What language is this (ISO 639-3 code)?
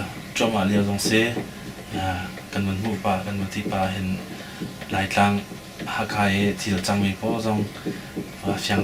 cnh